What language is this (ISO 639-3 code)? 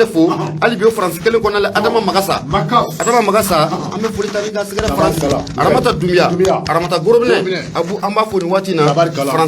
bam